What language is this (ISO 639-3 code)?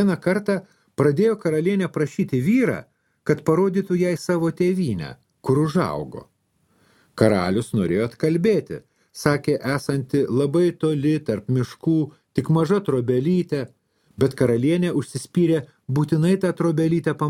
lit